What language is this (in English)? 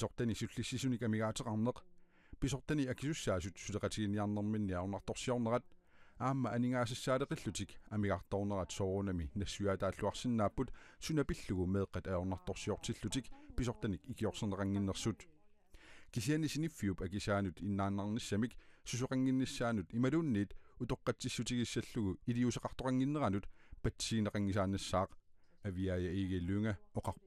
Kalaallisut